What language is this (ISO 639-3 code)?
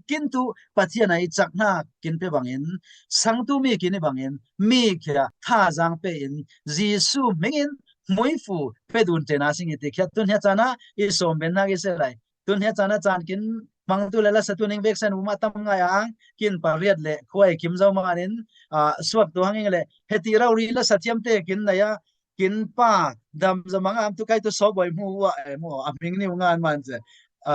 cfm